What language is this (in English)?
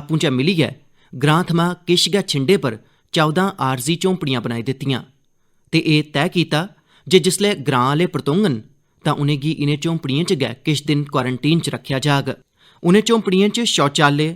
Dogri